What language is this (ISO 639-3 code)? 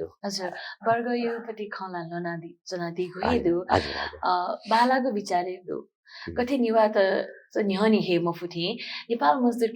new